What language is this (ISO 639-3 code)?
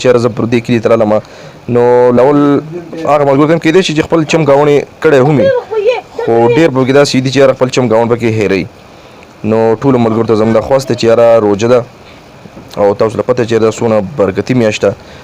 pus